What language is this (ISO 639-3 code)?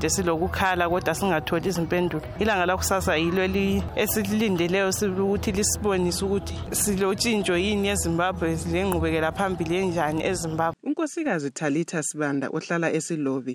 nde